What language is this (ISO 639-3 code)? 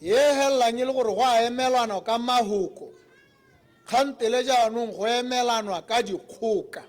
tsn